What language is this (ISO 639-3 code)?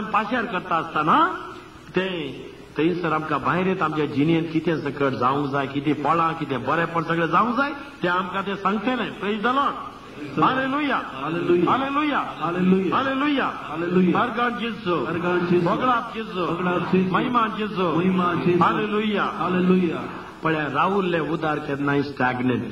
kok